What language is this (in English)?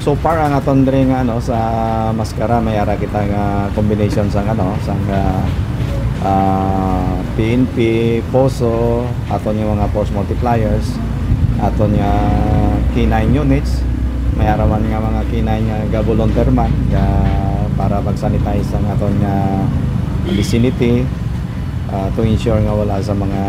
Hiligaynon